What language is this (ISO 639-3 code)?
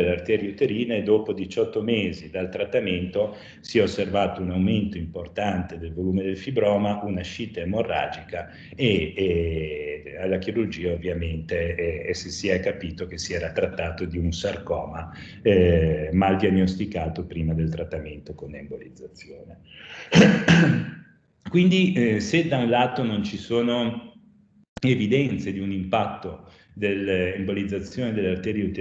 ita